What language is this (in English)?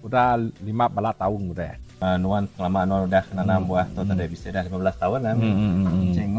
Iban